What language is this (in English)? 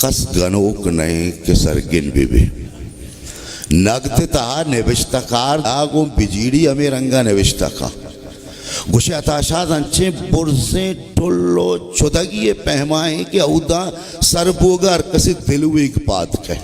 Baluchi